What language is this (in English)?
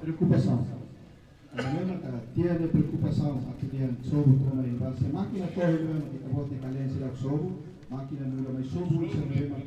Tetum